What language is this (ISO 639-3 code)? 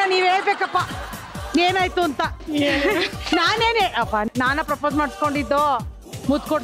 kan